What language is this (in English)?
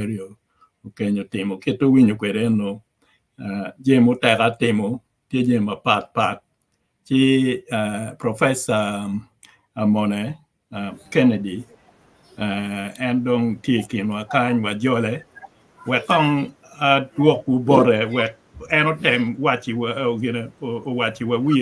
Acoli